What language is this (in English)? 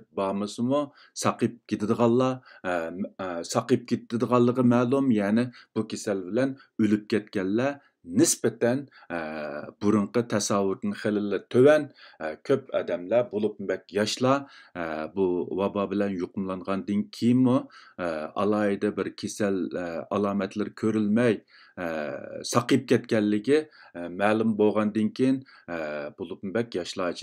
Uyghur